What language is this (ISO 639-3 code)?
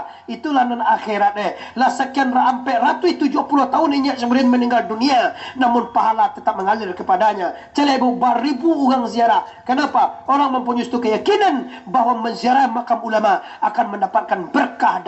min